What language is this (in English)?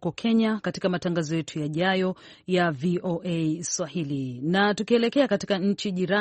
Swahili